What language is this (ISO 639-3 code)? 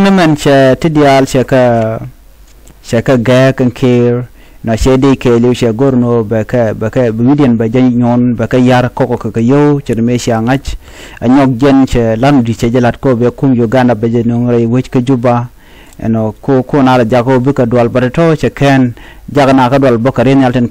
nus